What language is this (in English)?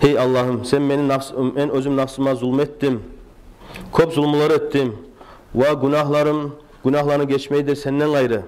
Kumyk